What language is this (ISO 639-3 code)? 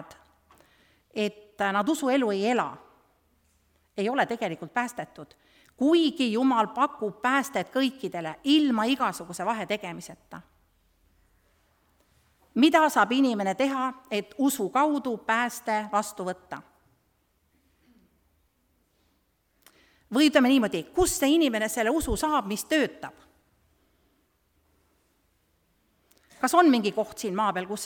est